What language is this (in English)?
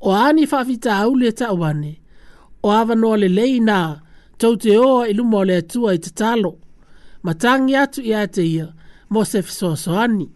Samoan